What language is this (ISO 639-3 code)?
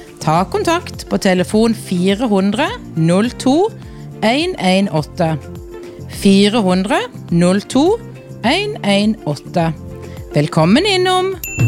nor